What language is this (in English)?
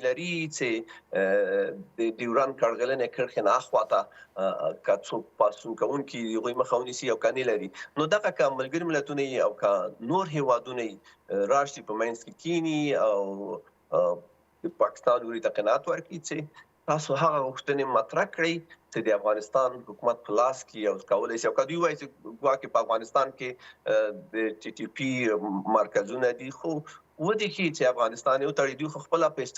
Pashto